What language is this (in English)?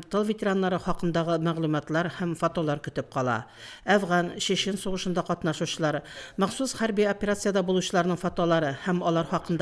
Tatar